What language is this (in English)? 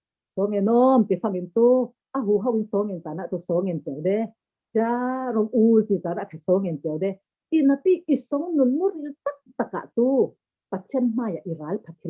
Falam Chin